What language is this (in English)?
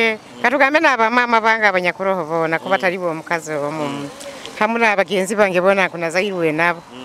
Nyoro